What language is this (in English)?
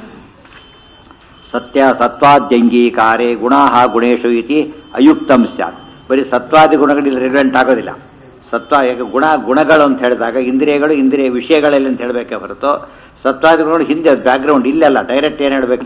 Kannada